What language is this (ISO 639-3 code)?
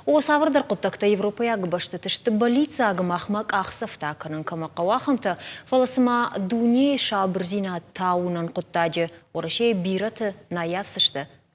oss